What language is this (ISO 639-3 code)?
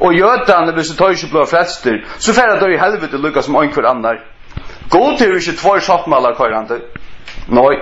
fao